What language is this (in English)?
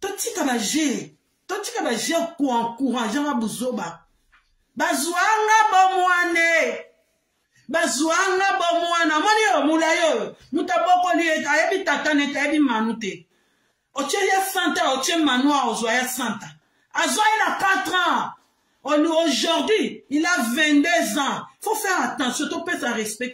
Lingala